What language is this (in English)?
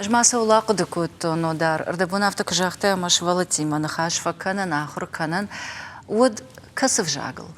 Ossetic